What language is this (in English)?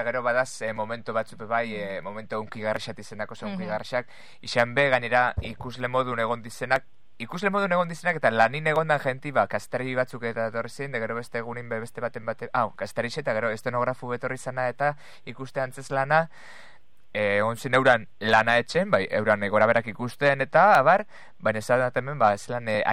Basque